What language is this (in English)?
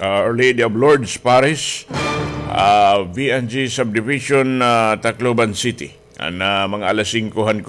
Waray